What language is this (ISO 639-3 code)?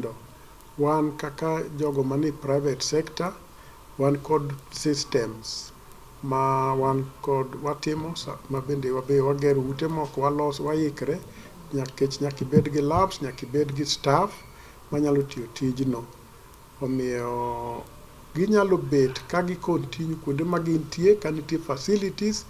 luo